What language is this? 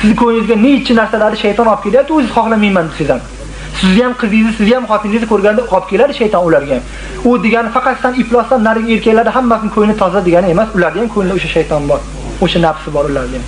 Uzbek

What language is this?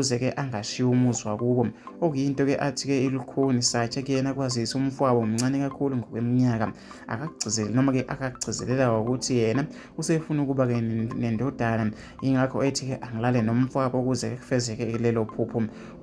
Zulu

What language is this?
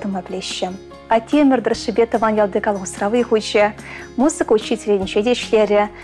Chuvash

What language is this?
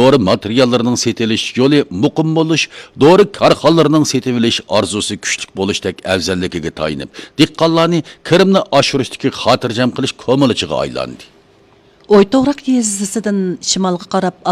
Uyghur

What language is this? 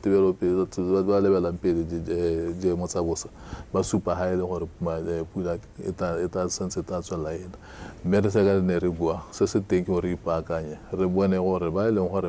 Tswana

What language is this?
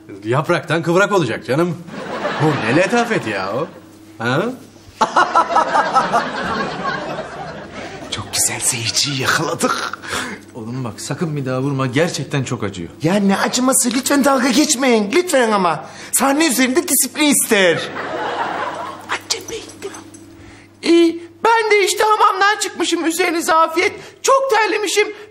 Turkish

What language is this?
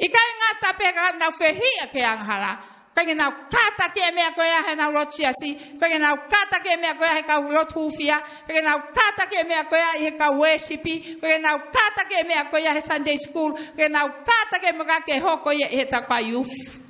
Tongan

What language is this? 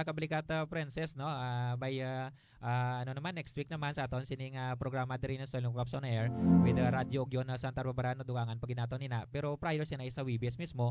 Hiligaynon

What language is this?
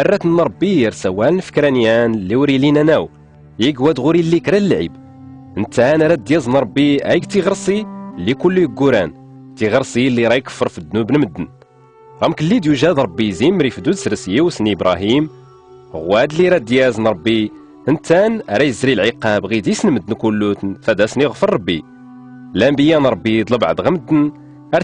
Tachelhit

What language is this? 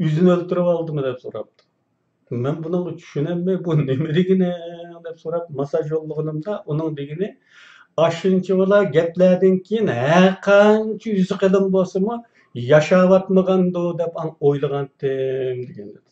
Uyghur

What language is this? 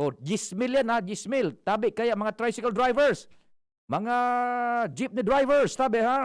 Bikol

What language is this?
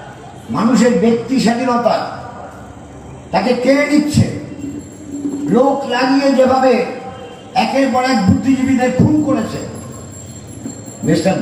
Bangla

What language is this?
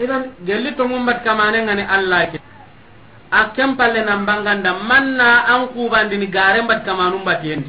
Soninke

